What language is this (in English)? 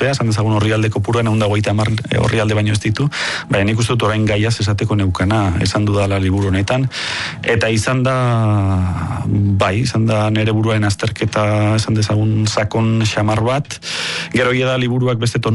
Basque